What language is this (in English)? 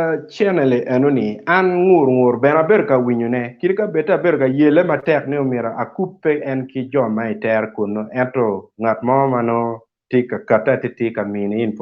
Acoli